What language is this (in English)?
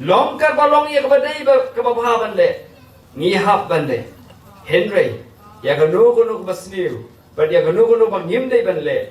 Khasi